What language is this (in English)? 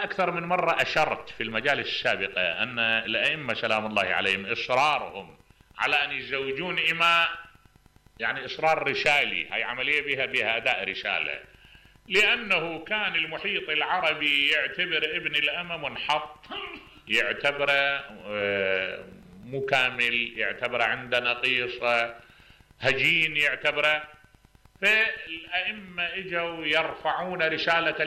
Mesopotamian Arabic